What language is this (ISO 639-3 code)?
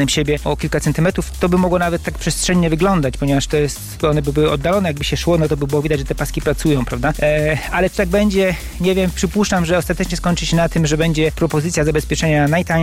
pol